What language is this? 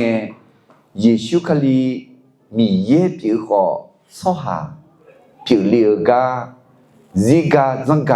Akha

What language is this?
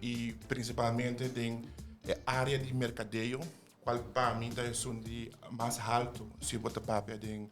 Papiamento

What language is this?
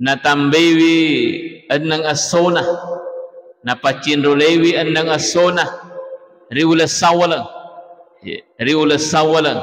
Buginese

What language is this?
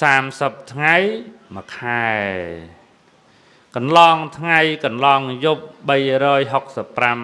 Khmer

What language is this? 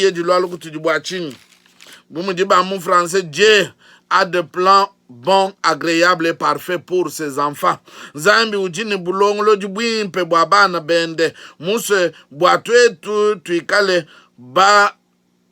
Luba-Lulua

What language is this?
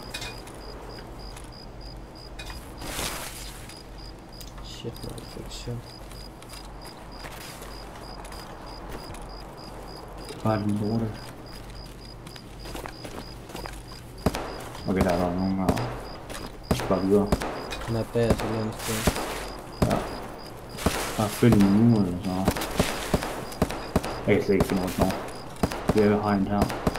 Danish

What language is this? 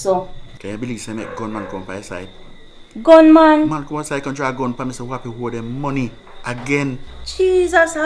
Jamaican Creole English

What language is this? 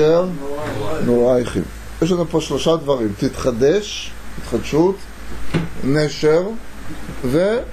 Hebrew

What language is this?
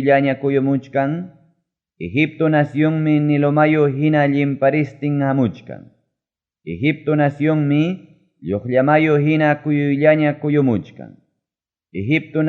Ayacucho Quechua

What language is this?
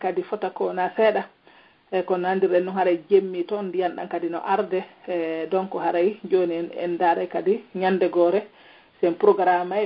Pular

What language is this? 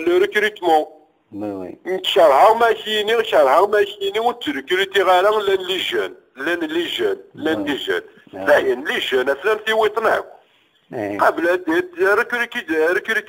Kabyle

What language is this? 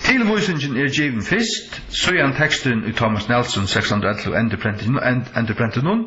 Faroese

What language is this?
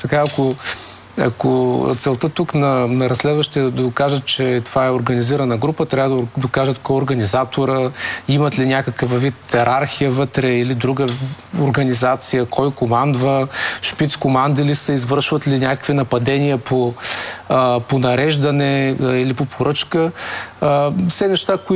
Bulgarian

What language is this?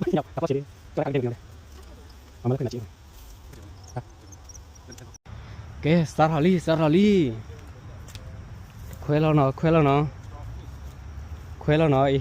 S'gaw Karen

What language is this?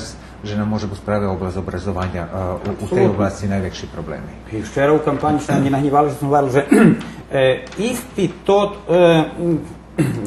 Rusyn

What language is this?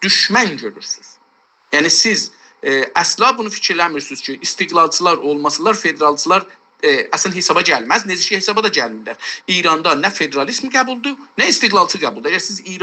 South Azerbaijani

